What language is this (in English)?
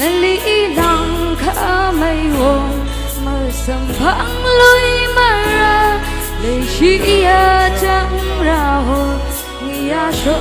Tangkhul Naga (India)